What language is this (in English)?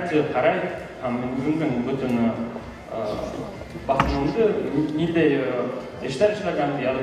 Bashkir